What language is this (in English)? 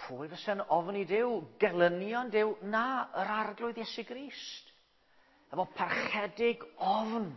Welsh